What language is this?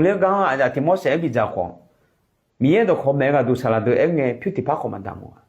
Akha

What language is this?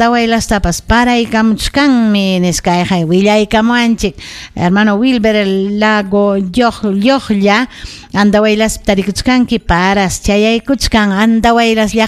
Ayacucho Quechua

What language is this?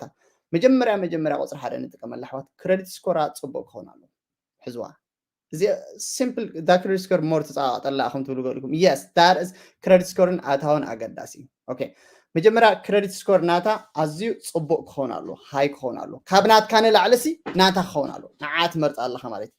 Tigrinya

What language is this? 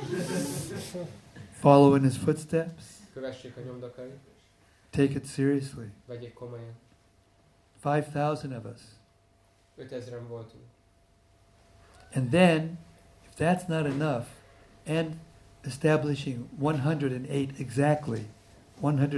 Hungarian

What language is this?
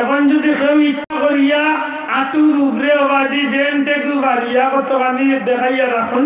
Sylheti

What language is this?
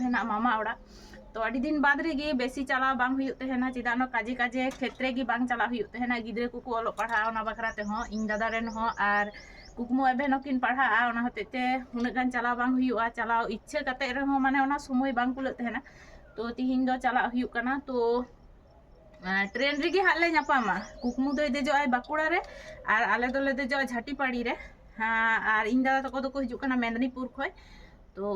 Santali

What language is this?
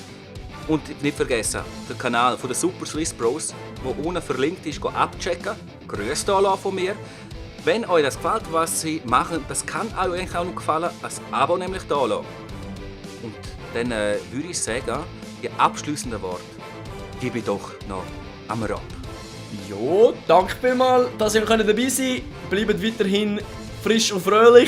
Swiss German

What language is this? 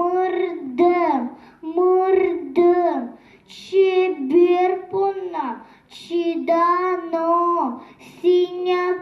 Udmurt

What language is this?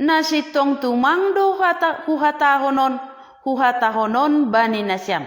Batak Simalungun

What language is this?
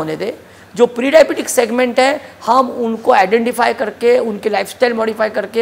Hindi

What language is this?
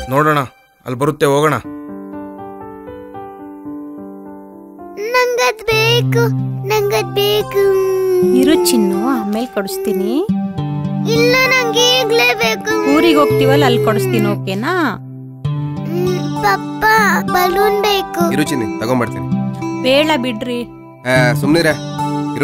Kannada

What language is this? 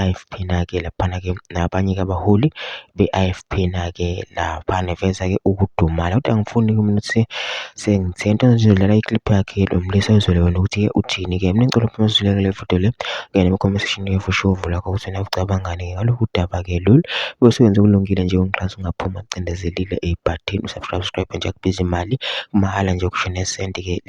Zulu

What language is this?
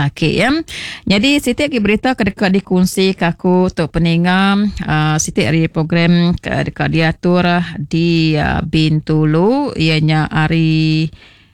Iban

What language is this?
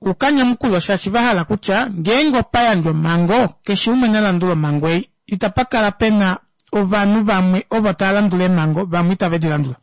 Kuanyama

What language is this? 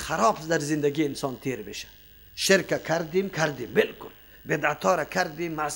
Persian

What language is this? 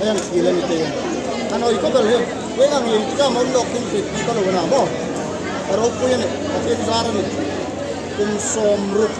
Hmar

